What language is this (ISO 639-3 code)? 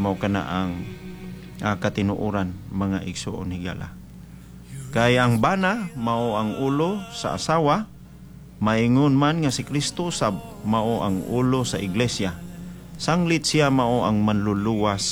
ceb